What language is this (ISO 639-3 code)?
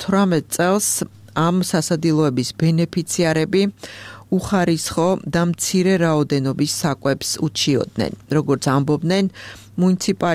kat